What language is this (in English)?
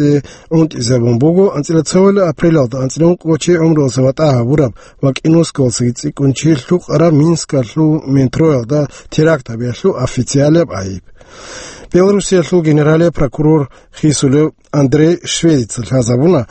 Avaric